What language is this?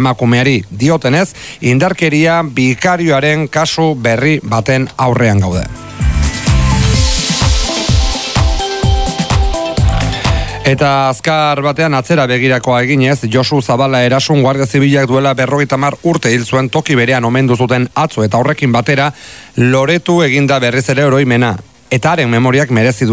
Basque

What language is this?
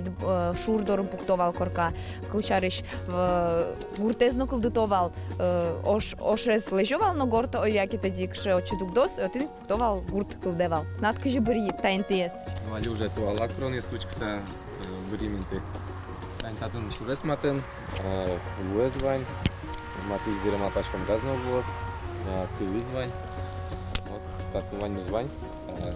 Udmurt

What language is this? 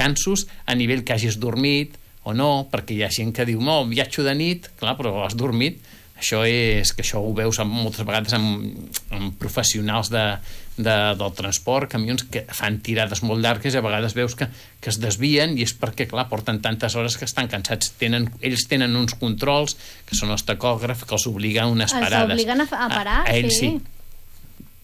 Catalan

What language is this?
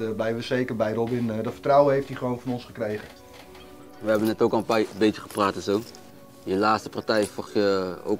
Dutch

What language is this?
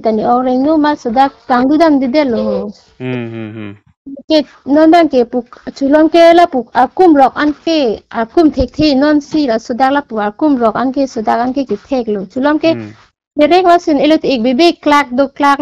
Karbi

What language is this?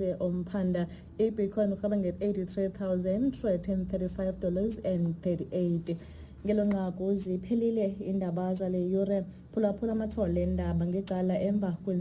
Xhosa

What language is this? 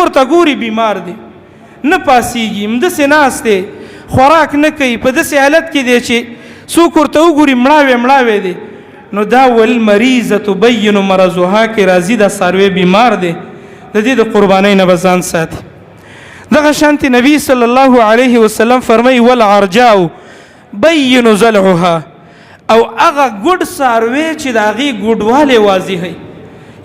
Pashto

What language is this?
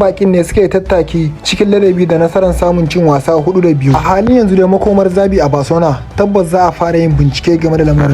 Hausa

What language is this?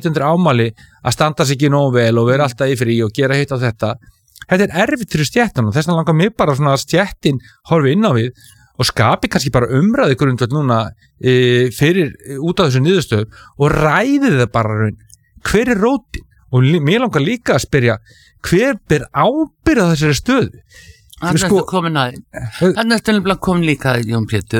Icelandic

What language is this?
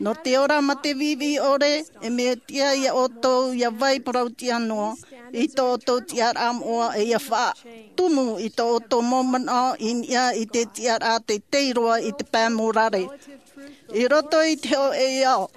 Tahitian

